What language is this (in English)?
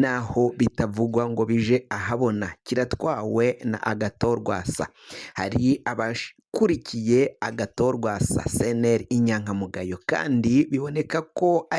Rundi